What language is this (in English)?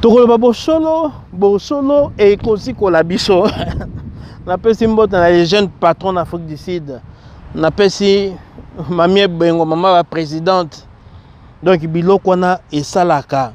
Lingala